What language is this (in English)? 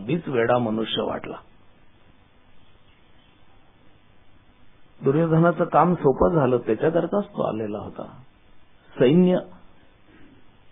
Marathi